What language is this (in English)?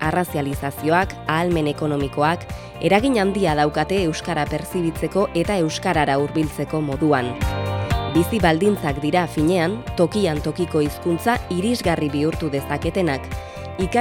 Basque